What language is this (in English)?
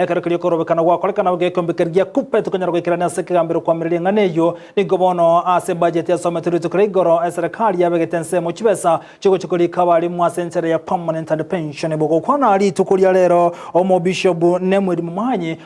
Gusii